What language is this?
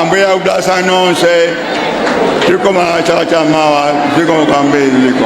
Nyanja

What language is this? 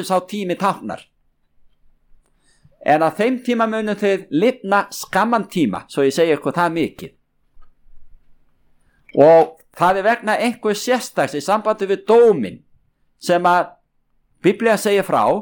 Icelandic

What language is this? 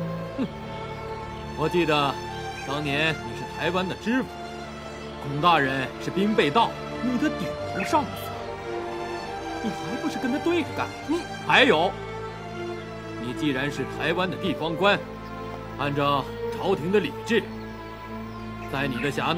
Chinese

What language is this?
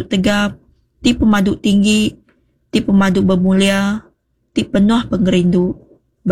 Iban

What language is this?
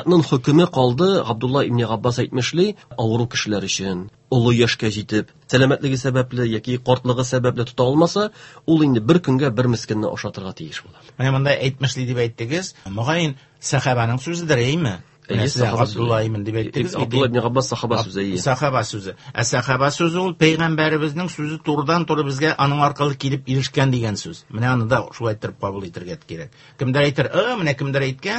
Tatar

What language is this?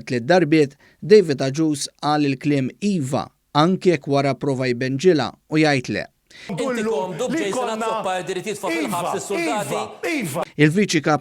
Maltese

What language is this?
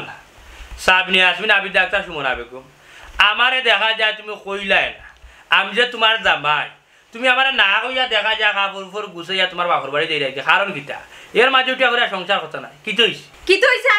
Sylheti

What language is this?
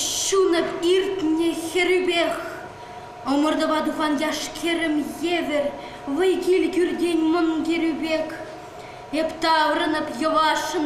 Chuvash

